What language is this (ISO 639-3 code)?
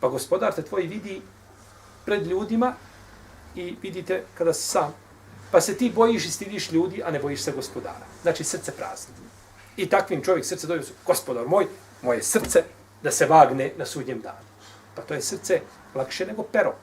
bos